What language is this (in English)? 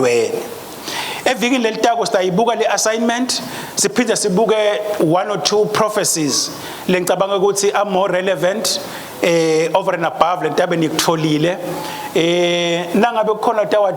Swati